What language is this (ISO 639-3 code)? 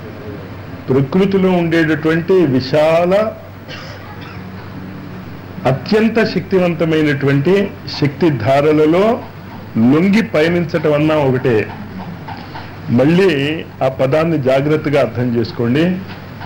tel